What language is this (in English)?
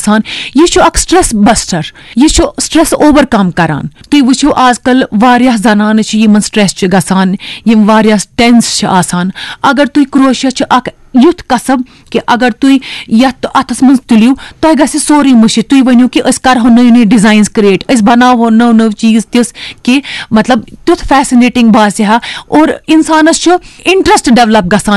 Kashmiri